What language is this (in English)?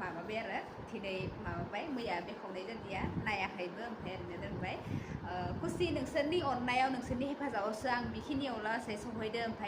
Bodo